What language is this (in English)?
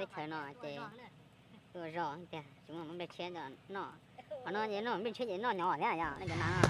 Hmong